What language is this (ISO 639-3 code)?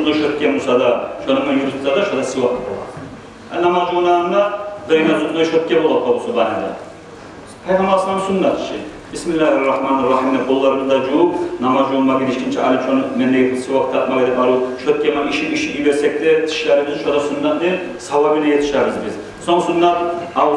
kum